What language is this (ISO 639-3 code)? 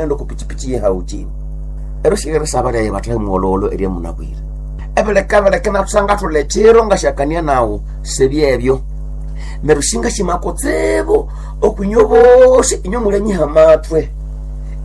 nnb